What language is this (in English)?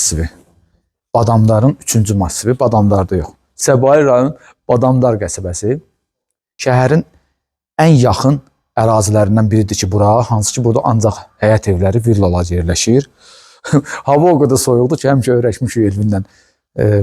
Azerbaijani